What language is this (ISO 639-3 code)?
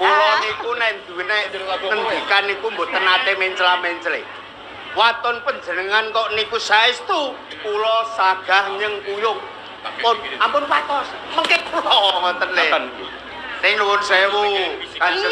jav